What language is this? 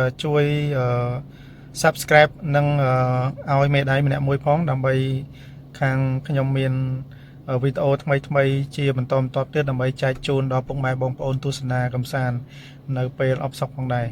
Khmer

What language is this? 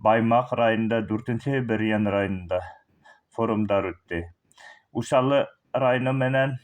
Bashkir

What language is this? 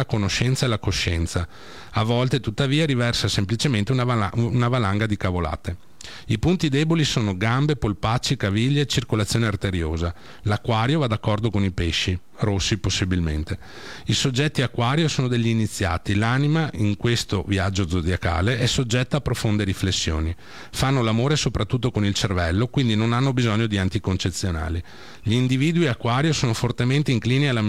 Italian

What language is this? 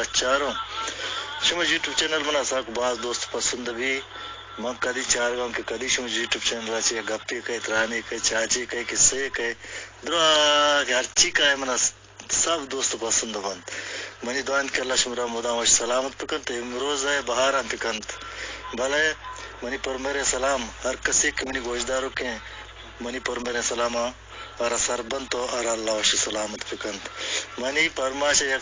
Eastern Balochi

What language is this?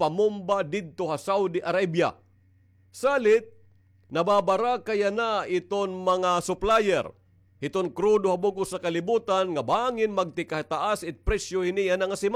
Waray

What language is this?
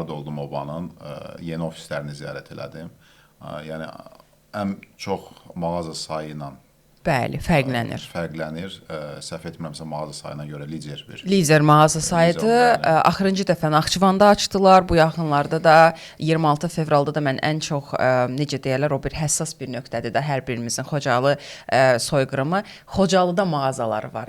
Azerbaijani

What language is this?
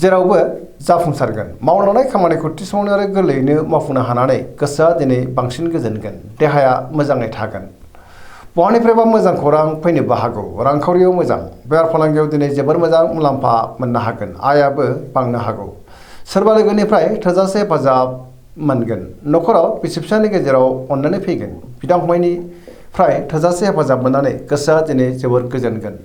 Bodo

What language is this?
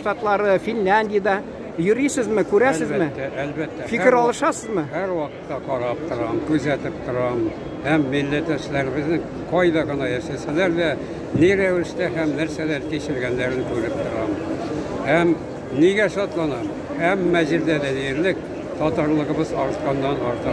Tatar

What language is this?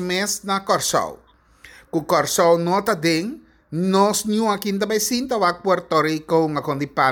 Papiamento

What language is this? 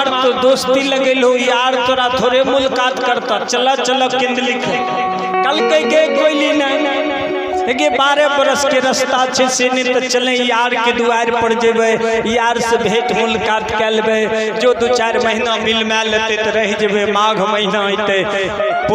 Maithili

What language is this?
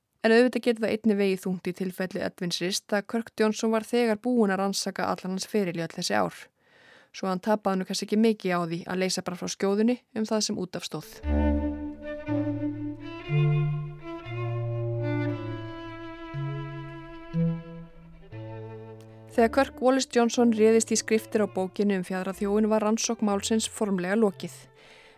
Icelandic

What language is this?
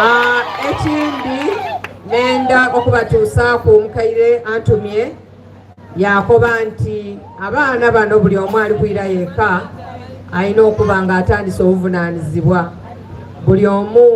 Soga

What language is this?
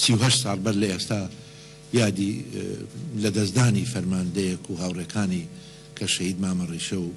Central Kurdish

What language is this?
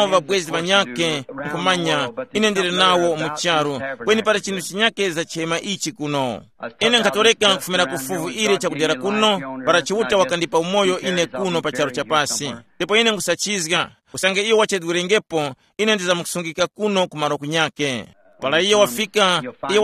Tumbuka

